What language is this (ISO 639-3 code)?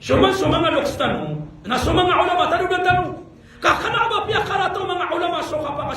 mrw